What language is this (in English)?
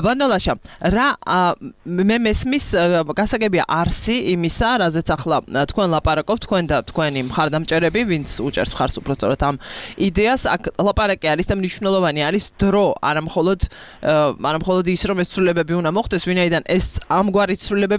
Georgian